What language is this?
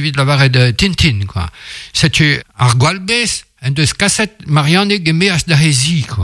Breton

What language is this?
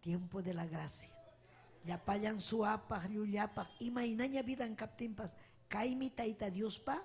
Ayacucho Quechua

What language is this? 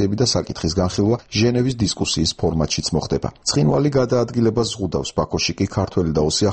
Georgian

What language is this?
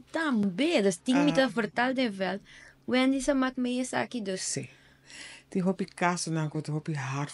Papiamento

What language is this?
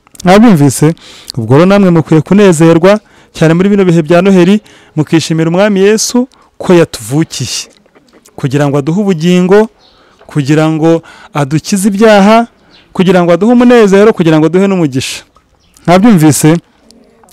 Kinyarwanda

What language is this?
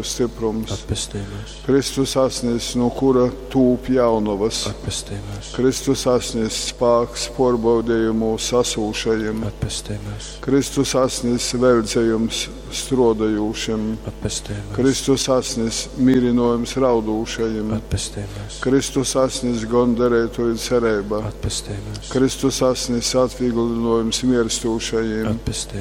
Latgalian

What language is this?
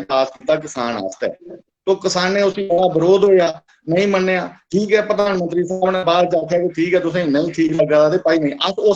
Dogri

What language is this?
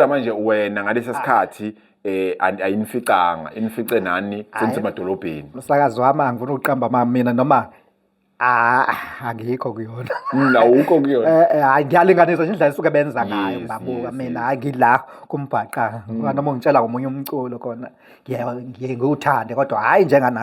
Zulu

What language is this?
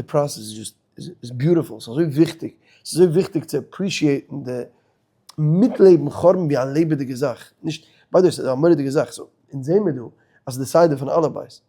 Yiddish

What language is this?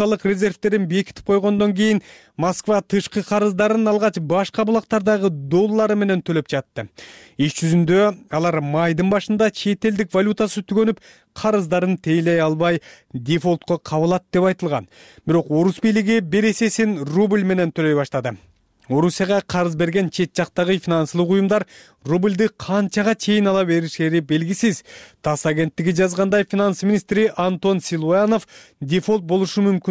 Kyrgyz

